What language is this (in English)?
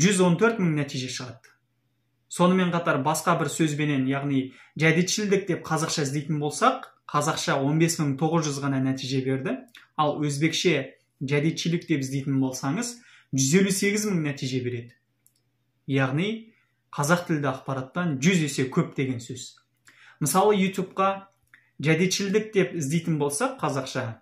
Kazakh